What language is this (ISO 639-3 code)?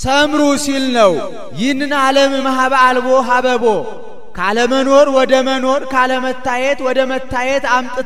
amh